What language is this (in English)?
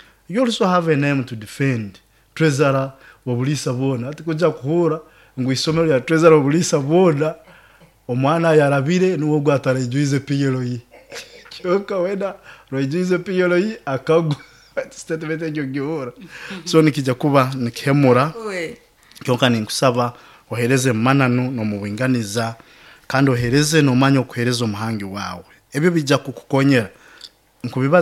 Nyoro